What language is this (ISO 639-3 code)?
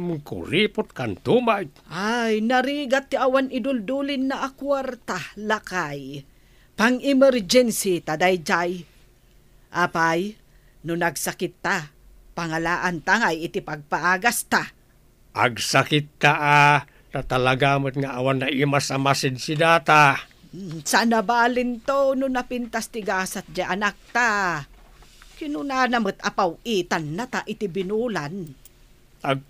ilo